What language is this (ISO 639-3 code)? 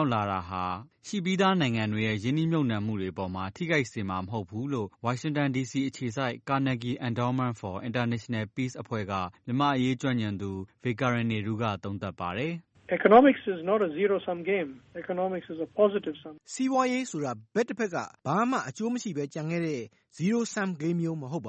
mya